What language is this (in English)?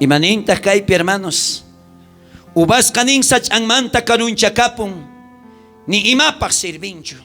South Bolivian Quechua